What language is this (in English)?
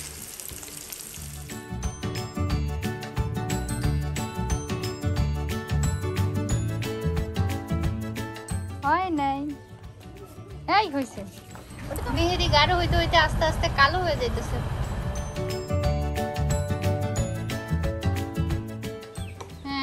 Bangla